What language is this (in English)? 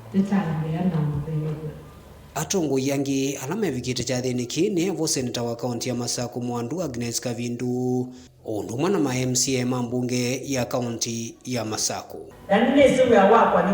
Kamba